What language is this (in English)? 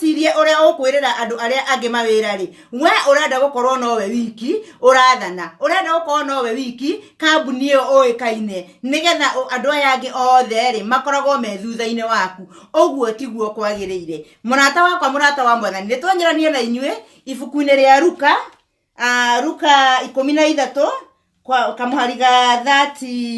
Kikuyu